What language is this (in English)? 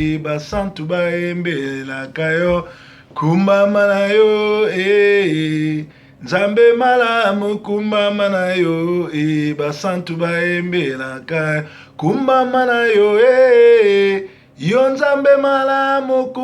Lingala